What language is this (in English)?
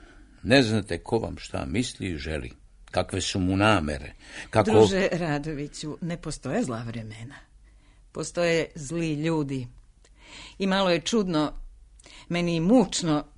Serbian